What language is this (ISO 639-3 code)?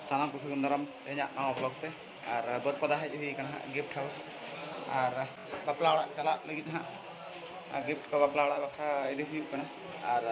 sat